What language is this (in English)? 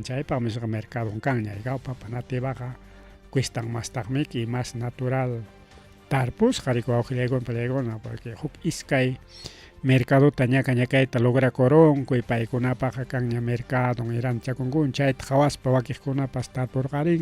Ayacucho Quechua